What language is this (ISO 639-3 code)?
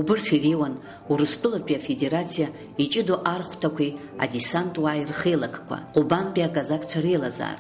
abk